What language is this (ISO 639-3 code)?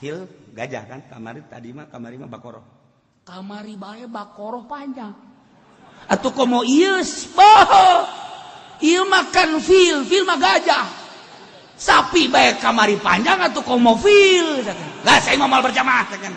sun